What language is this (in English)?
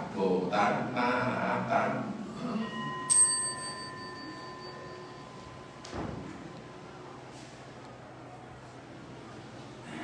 Vietnamese